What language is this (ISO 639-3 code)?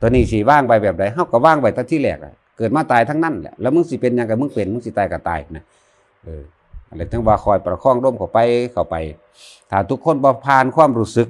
lao